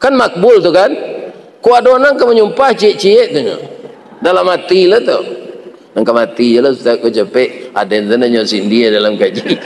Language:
Minangkabau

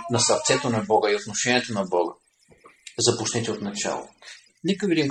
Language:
Bulgarian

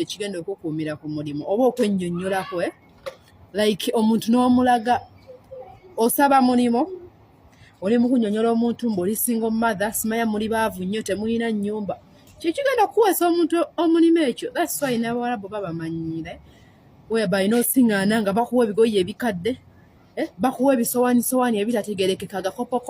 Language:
Ganda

